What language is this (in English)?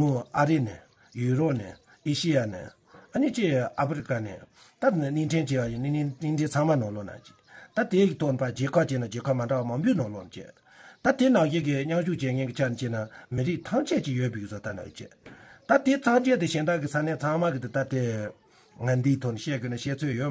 Tibetan